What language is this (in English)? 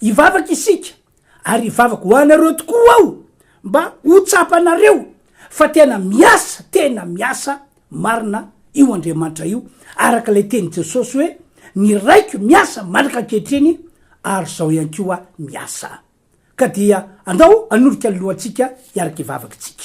Malagasy